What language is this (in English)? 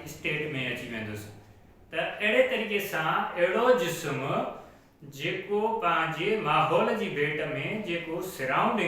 Sindhi